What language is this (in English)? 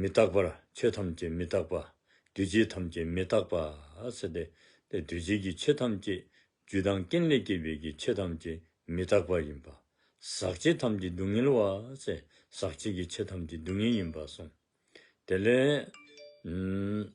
Dzongkha